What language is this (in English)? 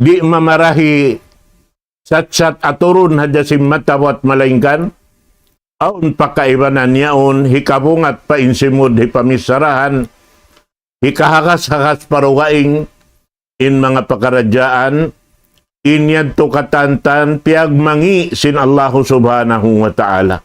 Tausug